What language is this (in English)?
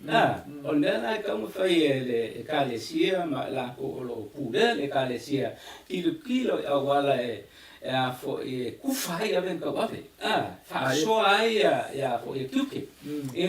Samoan